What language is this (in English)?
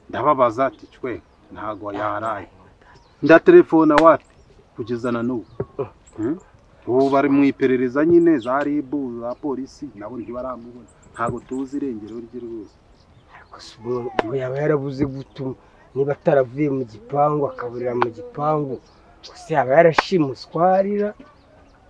Kinyarwanda